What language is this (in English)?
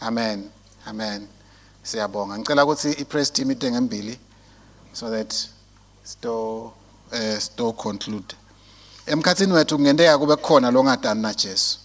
Swati